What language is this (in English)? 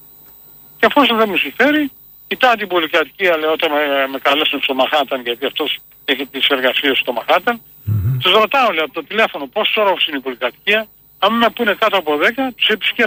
Greek